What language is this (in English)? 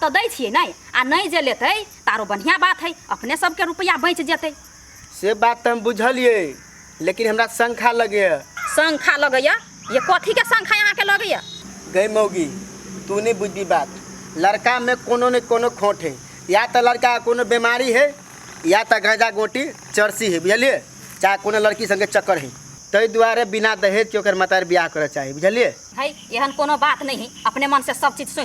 Maithili